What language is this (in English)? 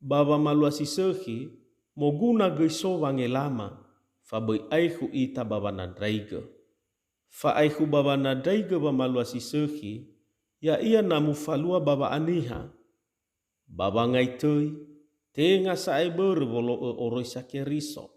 Nias